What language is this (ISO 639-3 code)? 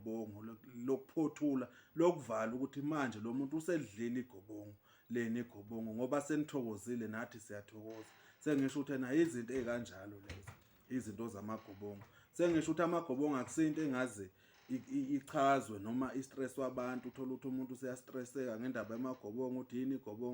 zul